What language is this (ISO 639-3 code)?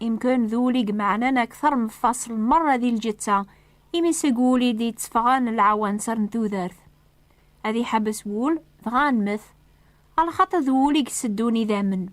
kab